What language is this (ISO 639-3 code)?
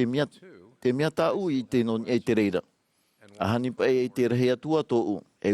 tah